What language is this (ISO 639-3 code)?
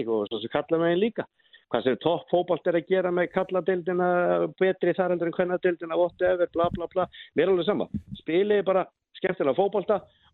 isl